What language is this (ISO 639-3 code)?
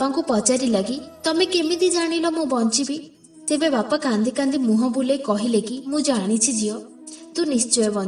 ori